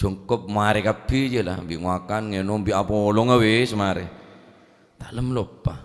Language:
Madurese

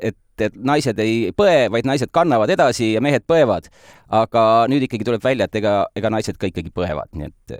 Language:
Estonian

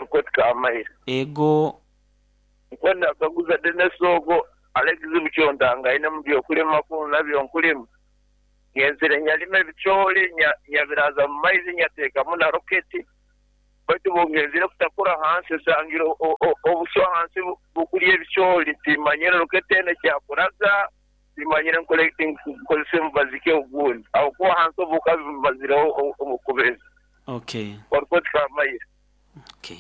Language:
Nyoro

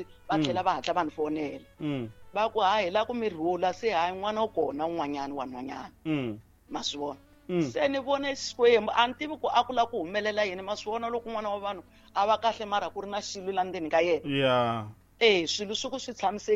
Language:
Tsonga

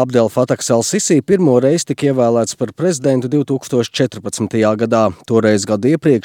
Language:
Latvian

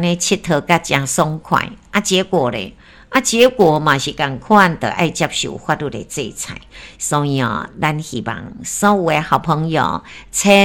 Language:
Min Nan Chinese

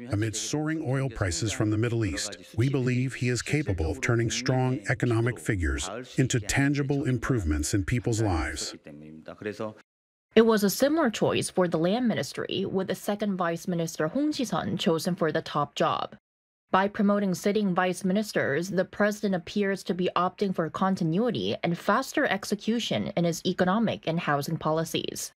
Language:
English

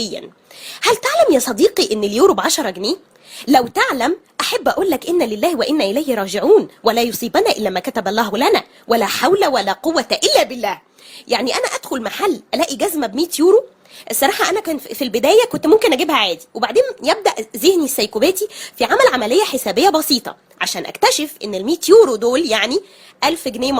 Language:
Egyptian Arabic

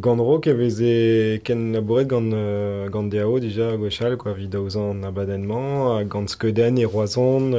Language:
Breton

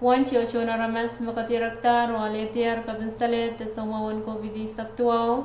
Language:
Pohnpeian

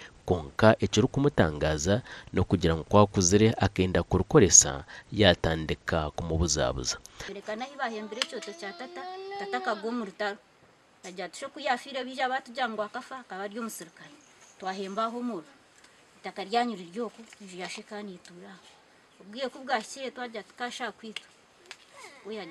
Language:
Nyankole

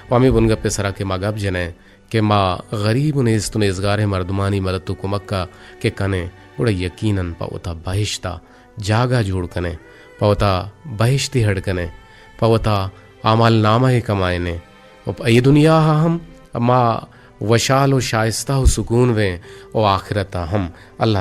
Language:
Eastern Balochi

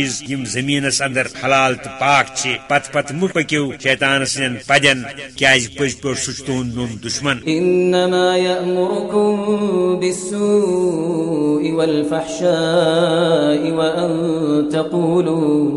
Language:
Kashmiri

